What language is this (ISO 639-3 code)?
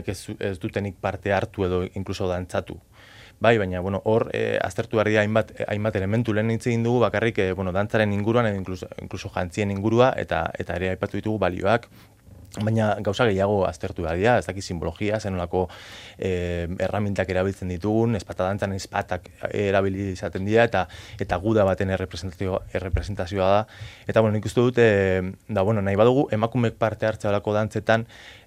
eus